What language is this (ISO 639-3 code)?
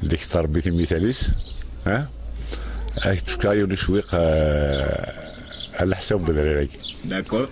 kab